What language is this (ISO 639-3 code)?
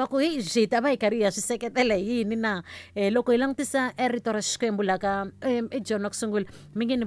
tso